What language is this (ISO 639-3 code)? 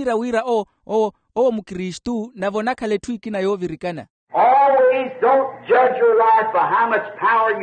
vmw